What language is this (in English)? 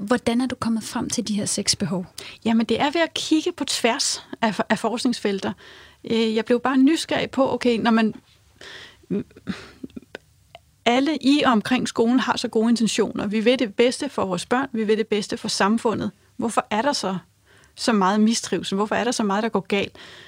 Danish